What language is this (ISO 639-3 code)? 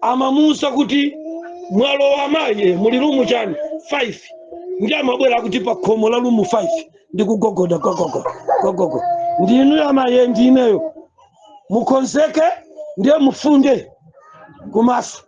nya